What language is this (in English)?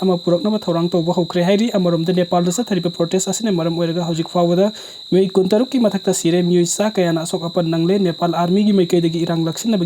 Manipuri